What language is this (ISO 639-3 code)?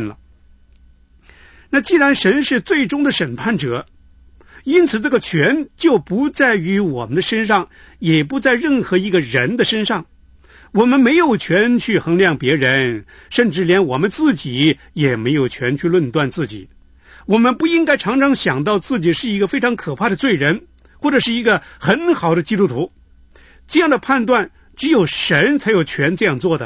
zho